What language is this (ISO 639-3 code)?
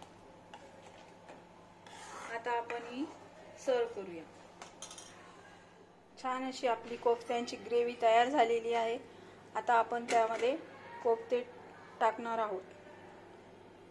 mar